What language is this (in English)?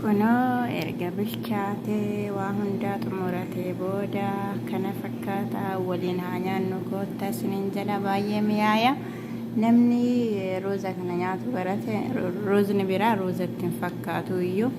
Oromo